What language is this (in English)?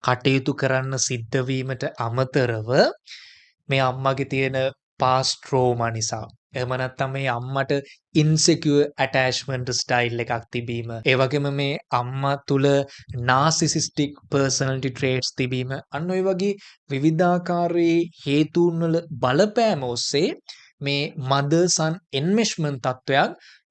Sinhala